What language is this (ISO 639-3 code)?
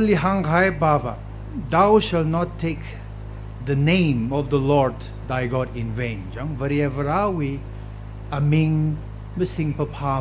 nmf